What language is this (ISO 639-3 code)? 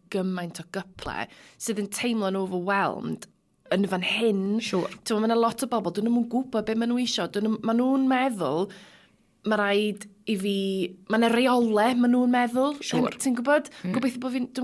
cym